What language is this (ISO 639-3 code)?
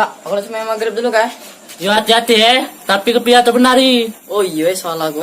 mui